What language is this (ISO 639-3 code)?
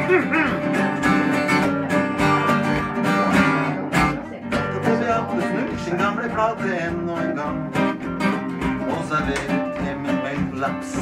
nor